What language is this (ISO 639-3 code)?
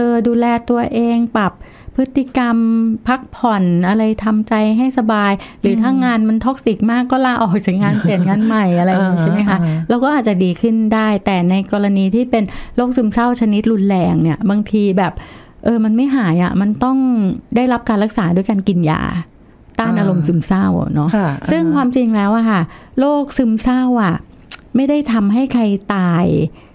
tha